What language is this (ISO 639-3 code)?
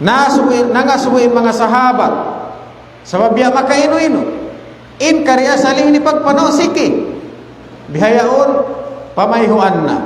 tsg